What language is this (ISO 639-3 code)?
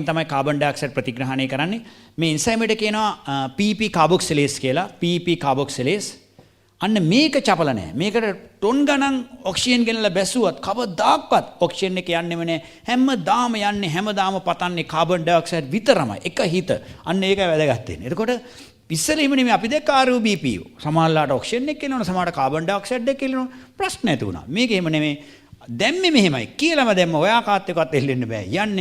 sin